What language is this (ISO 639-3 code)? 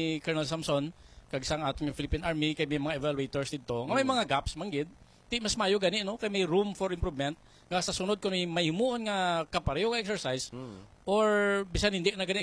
hil